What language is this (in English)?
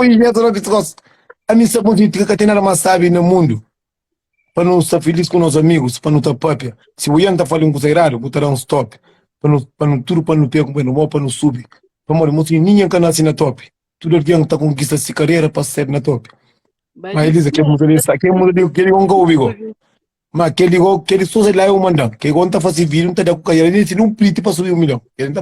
Kabuverdianu